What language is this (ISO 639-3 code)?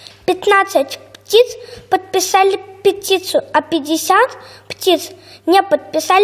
rus